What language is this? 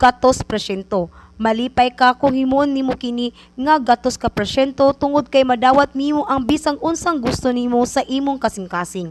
Cebuano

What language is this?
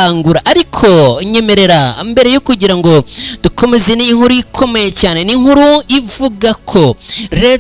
Kinyarwanda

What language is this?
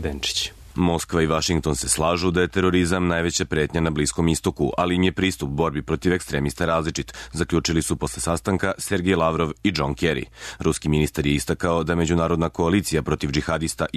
Serbian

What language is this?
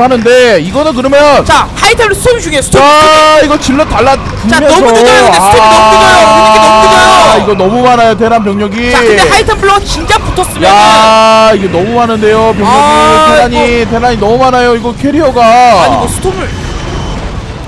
Korean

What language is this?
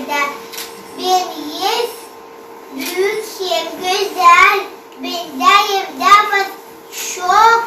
Gagauz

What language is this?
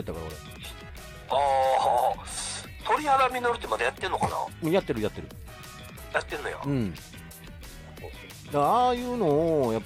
Japanese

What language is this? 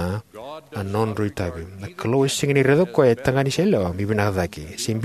Fijian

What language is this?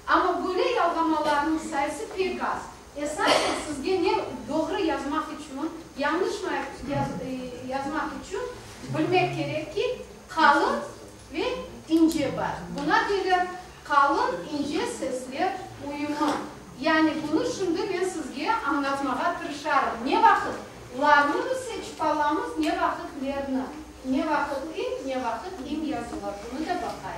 Crimean Tatar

